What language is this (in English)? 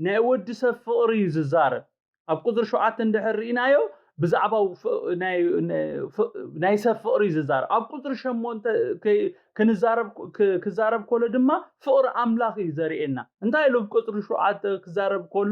Tigrinya